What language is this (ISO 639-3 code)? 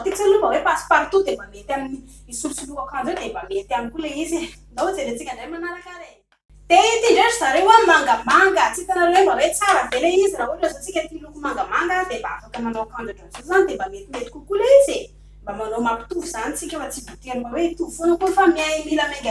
mlg